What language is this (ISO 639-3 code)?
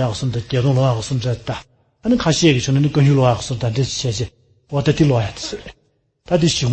bod